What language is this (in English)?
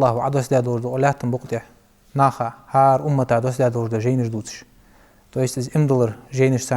Ingush